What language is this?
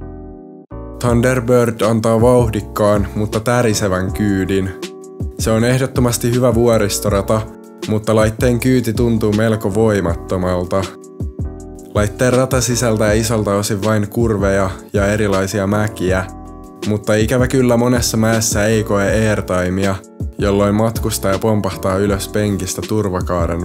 Finnish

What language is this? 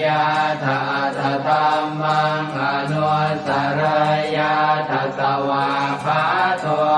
Pali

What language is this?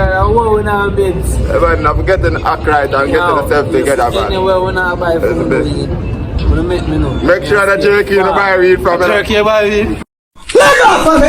Jamaican Creole English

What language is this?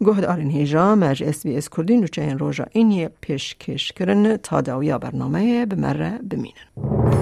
Kurdish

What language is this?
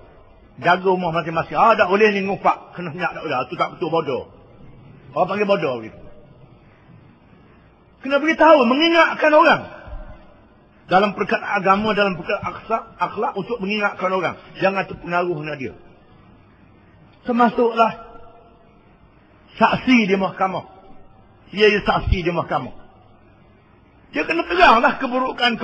Malay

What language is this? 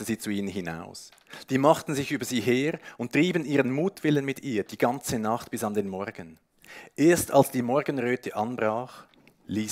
Swiss German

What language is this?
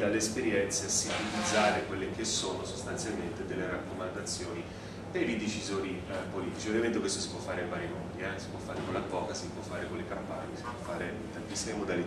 Italian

